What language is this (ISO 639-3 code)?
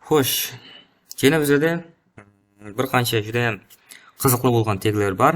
kaa